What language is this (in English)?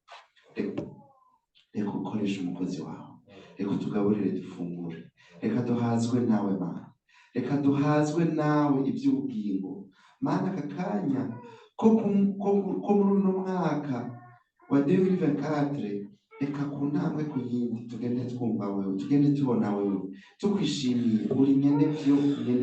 Rundi